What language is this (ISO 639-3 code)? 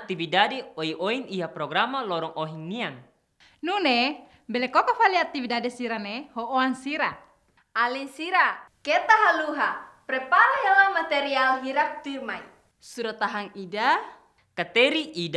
tet